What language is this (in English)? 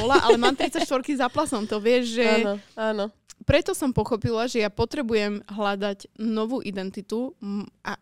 Slovak